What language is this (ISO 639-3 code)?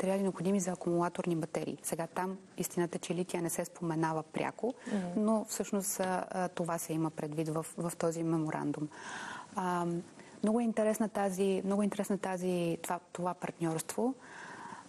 bul